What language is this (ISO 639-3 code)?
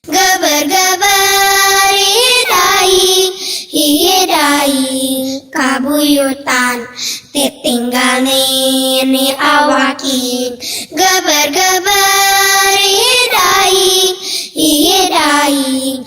sun